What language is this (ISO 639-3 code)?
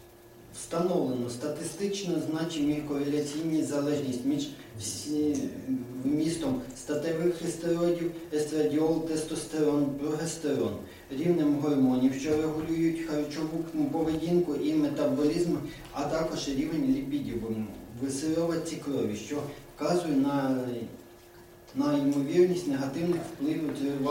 ukr